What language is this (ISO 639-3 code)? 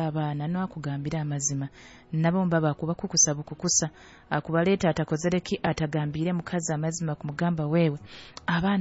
nyo